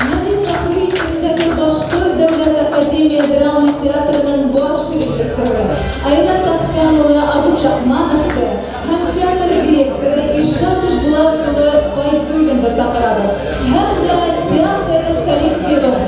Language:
Bashkir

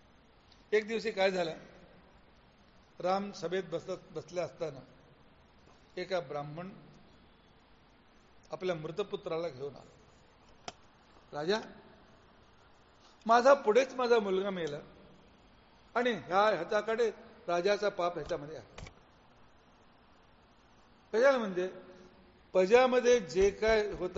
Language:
Marathi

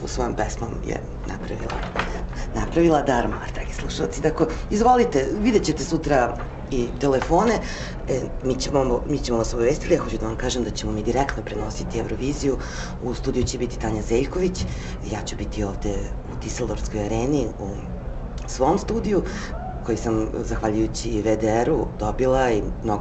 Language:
Serbian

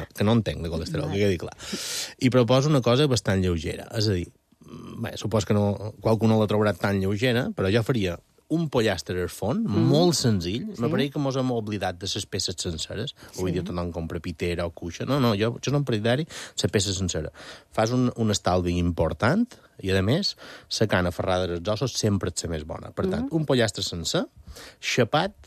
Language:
Catalan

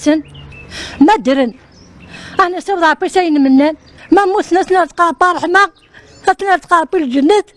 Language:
Kabyle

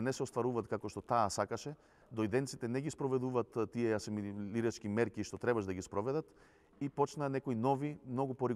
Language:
Macedonian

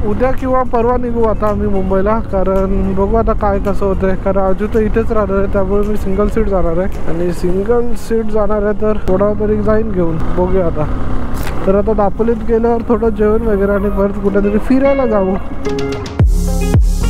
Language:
Marathi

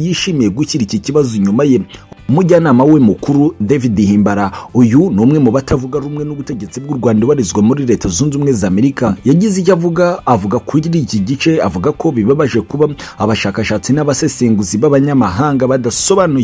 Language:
Kinyarwanda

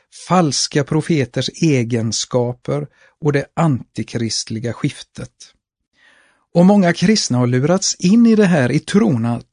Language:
Swedish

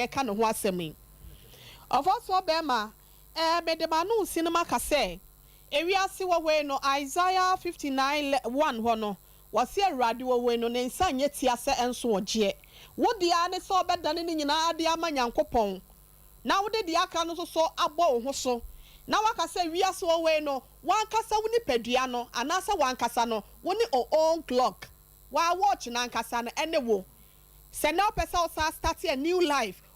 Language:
Akan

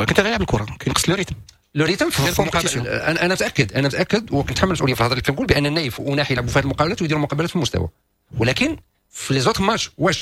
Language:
Moroccan Arabic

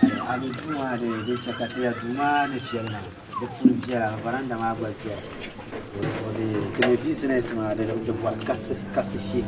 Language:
Dagbani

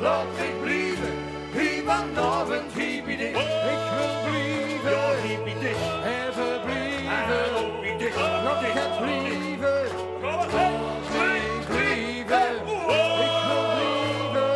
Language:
Limburgish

